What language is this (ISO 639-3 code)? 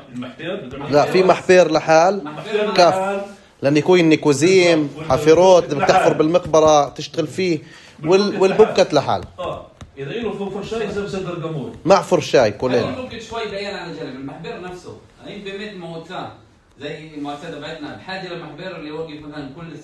apc